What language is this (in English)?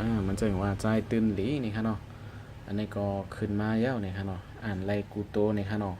Shan